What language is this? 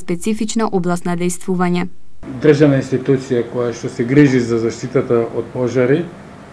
Macedonian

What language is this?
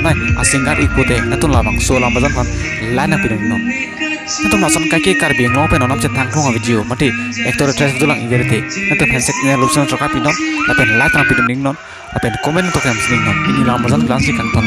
Karbi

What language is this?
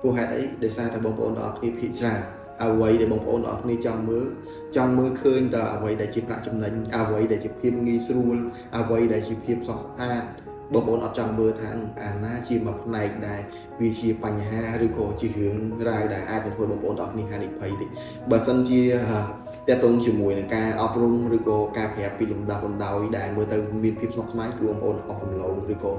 Khmer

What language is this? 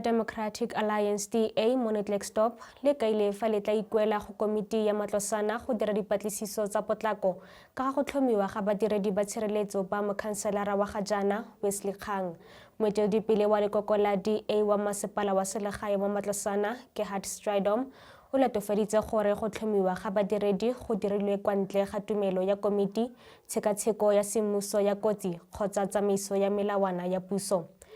Tswana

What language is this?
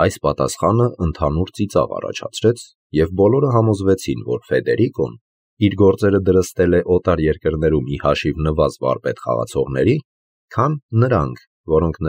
Armenian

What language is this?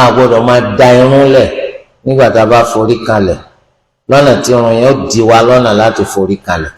Yoruba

